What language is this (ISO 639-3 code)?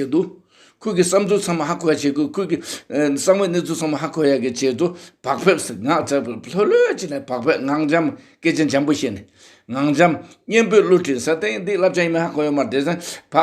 bod